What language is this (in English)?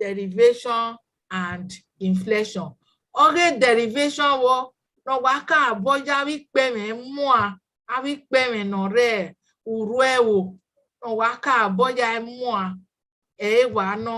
Bini